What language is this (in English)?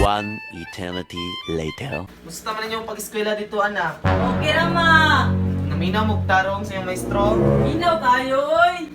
Cebuano